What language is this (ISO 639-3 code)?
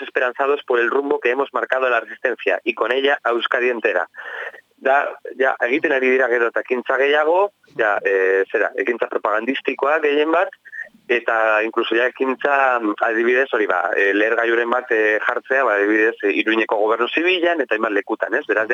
eus